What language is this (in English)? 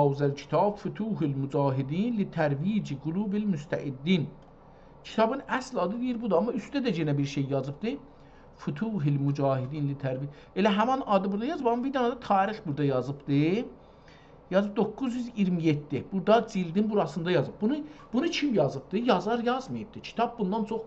South Azerbaijani